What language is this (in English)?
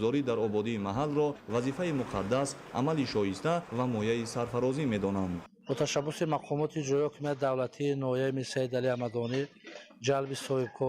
Tajik